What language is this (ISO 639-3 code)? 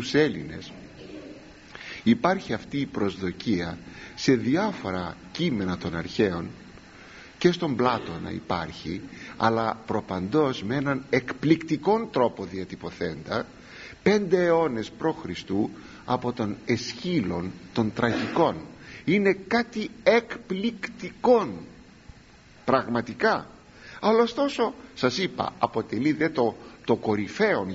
ell